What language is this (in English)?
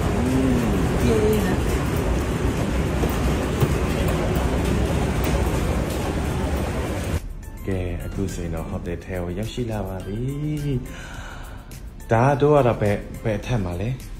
Burmese